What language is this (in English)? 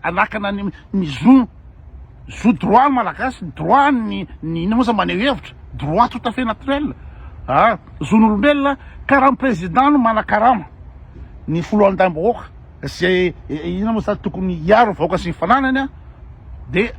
Malagasy